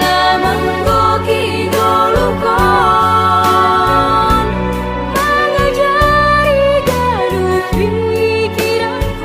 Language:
Batak Simalungun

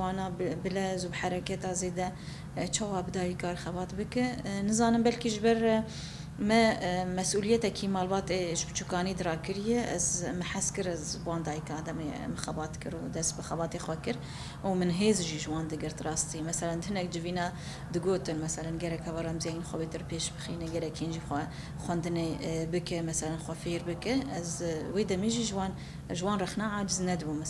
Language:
Kurdish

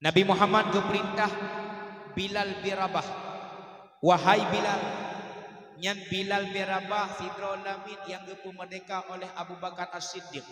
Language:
Achinese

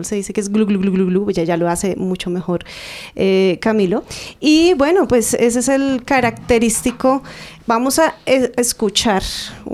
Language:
Spanish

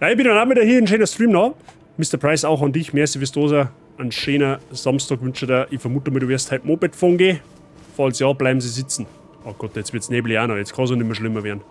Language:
Bavarian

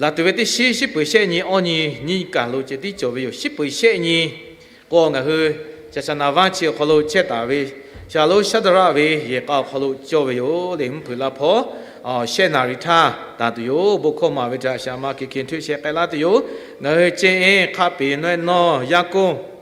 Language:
Lahu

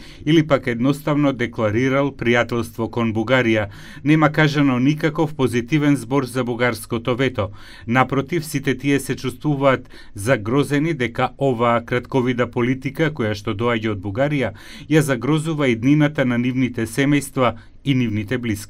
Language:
Macedonian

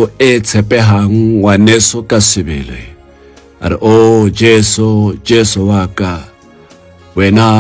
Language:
Tswana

